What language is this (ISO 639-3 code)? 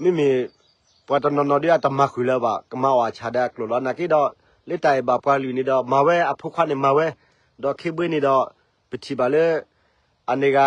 ksw